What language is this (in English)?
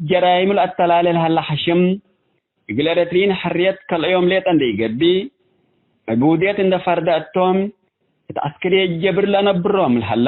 Tigre